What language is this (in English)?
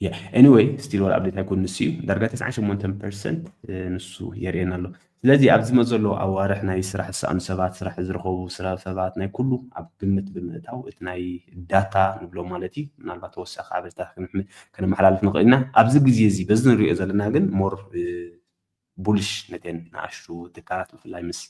Tigrinya